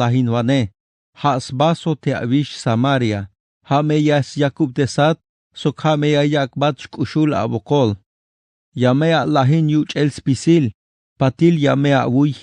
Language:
Tzeltal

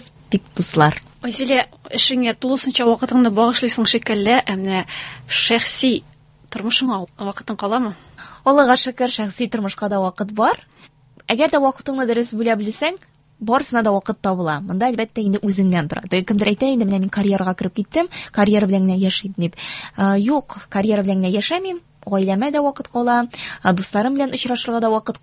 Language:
Tatar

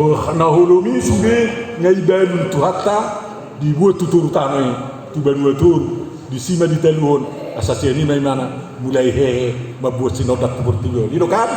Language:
Batak Toba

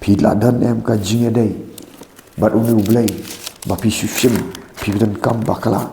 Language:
Khasi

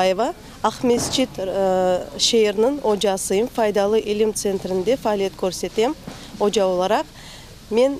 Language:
Crimean Tatar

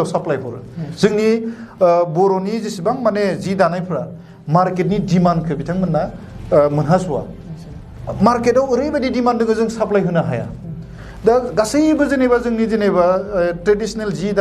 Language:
Bodo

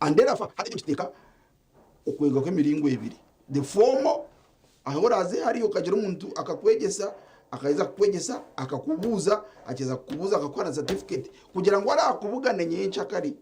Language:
Nyankole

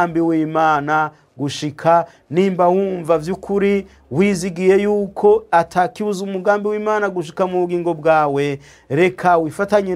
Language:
Rundi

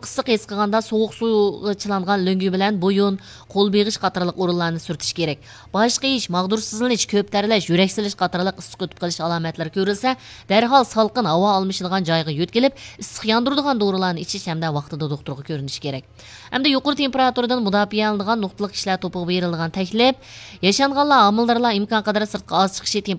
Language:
Uyghur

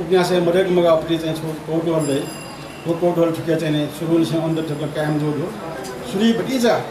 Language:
Newari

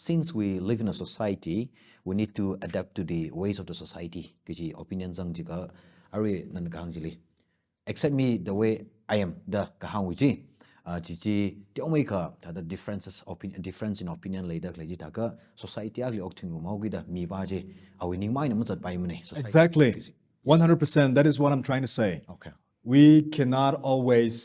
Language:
Tangkhul Naga (India)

